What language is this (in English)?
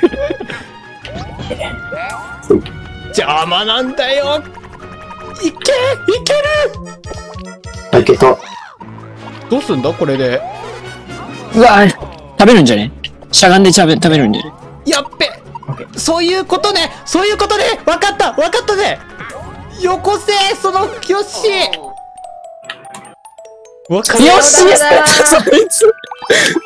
Japanese